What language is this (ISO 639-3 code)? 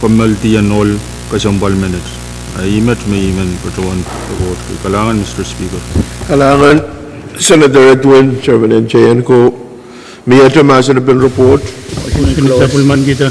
pon